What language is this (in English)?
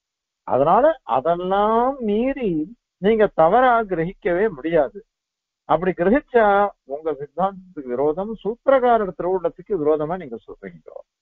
Tamil